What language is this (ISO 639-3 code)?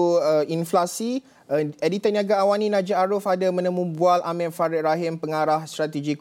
msa